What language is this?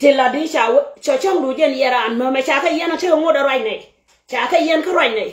Nuer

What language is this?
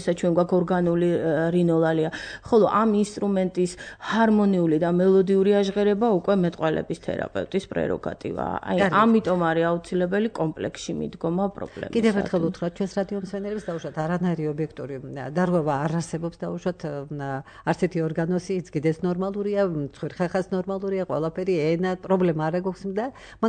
Georgian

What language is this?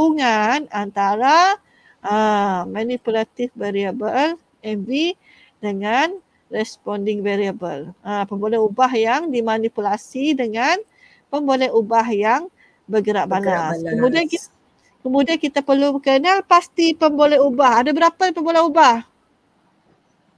Malay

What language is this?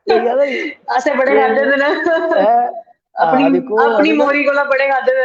Dogri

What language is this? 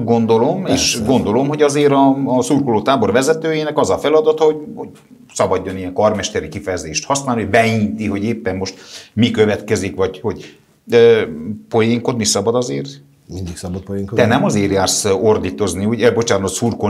Hungarian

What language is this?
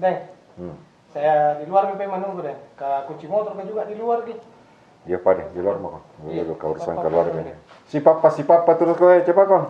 Makassar Malay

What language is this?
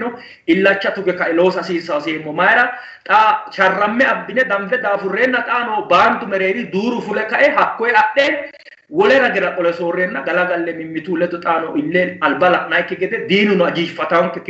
Sidamo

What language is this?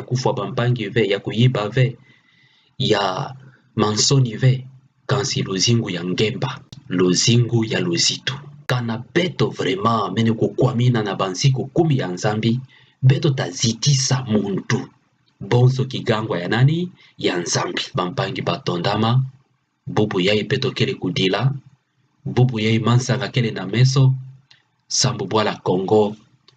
Kituba (Democratic Republic of Congo)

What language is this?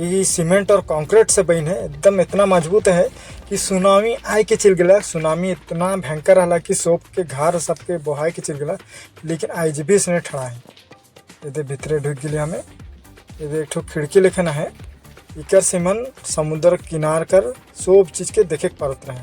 Sadri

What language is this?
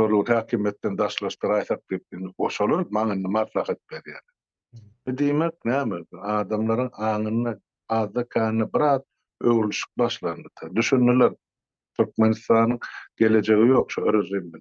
Turkmen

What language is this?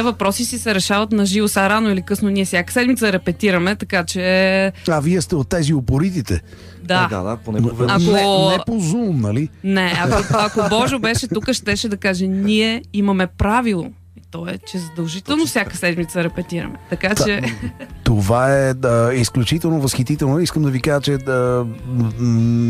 Bulgarian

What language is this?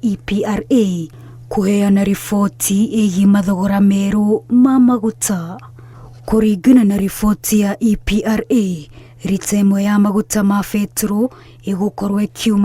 Kikuyu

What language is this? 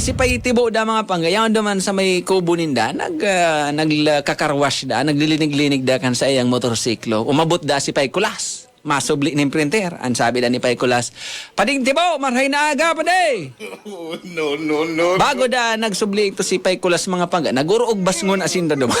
Bikol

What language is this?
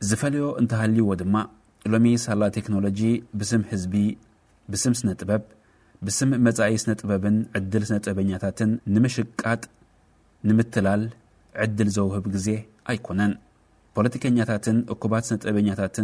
Tigrinya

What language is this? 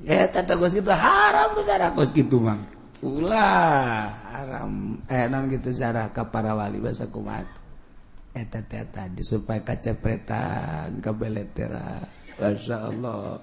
Sundanese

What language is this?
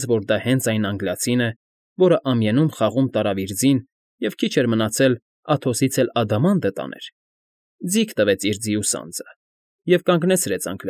Armenian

